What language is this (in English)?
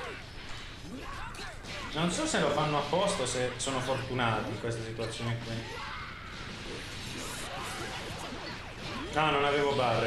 Italian